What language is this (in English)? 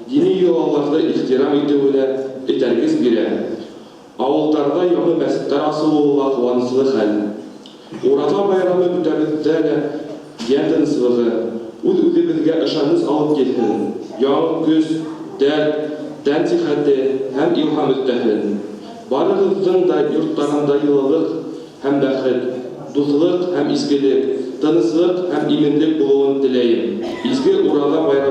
Bashkir